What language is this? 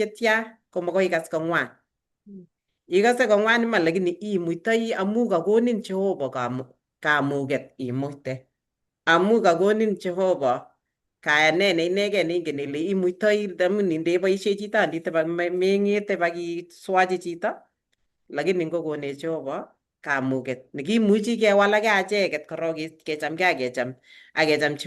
Kalenjin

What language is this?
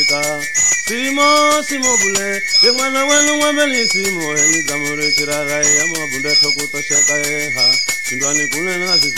Swahili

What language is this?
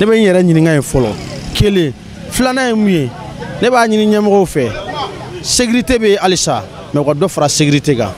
Bambara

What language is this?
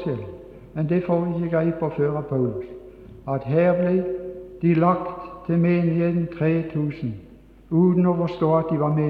Norwegian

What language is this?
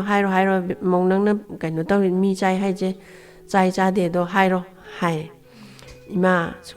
Manipuri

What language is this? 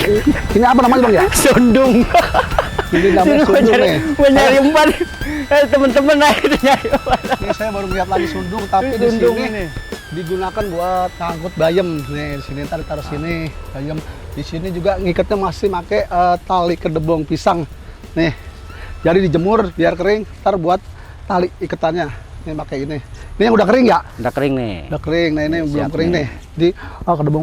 Betawi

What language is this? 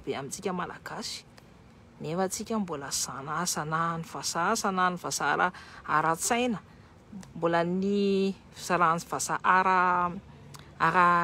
Malagasy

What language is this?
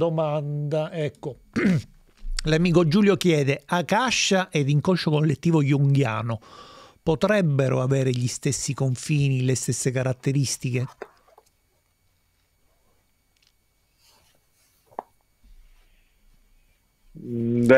Italian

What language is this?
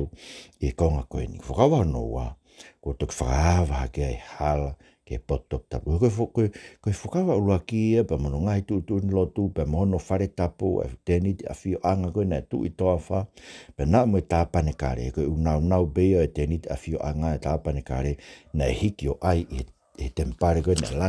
Tongan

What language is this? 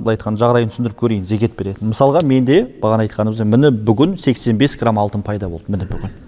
Kazakh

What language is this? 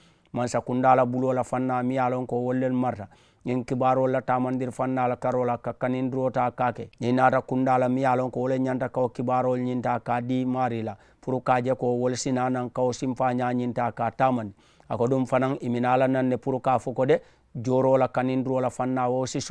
Mandingo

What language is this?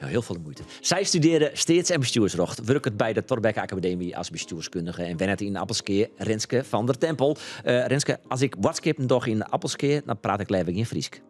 Western Frisian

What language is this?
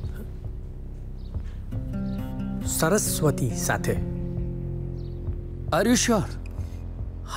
Gujarati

